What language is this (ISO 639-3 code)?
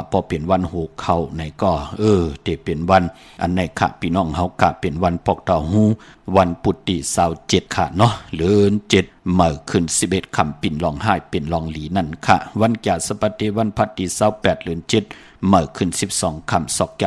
shn